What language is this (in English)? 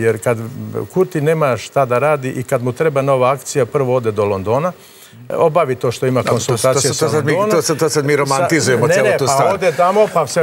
Serbian